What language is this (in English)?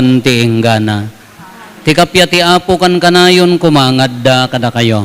Iloko